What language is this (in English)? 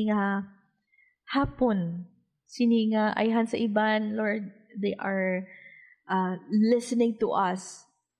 Hiligaynon